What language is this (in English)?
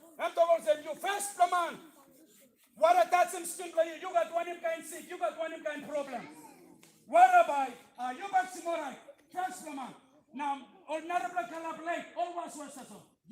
Tok Pisin